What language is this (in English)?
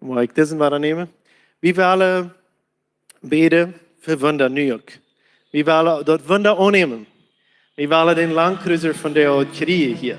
Plautdietsch